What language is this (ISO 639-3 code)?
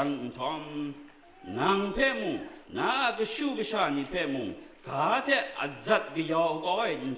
kac